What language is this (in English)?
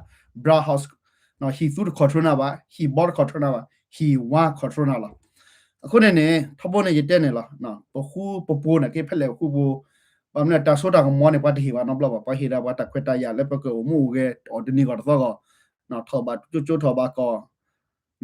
S'gaw Karen